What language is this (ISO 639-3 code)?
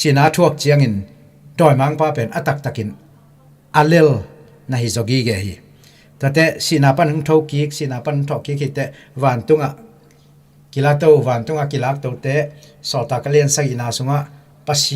ctd